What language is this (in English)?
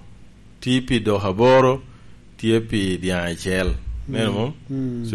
Lango (Uganda)